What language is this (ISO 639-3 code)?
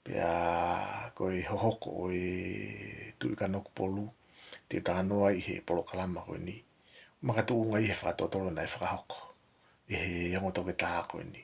ton